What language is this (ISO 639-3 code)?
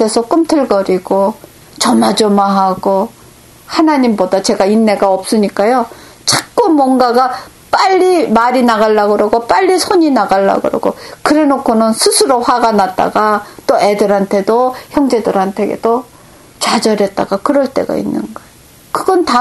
kor